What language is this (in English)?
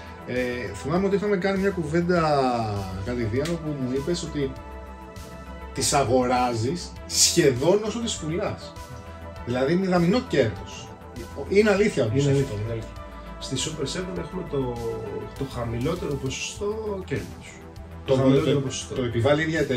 Greek